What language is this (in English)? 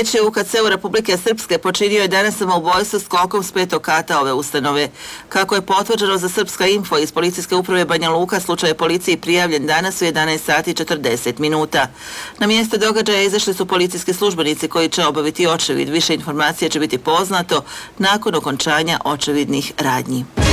Bosnian